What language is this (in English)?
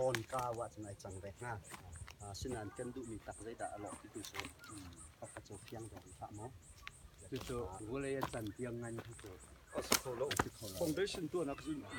Hakha Chin